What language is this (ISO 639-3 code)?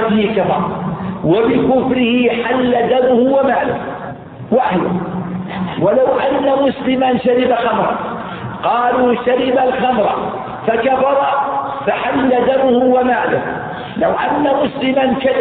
ara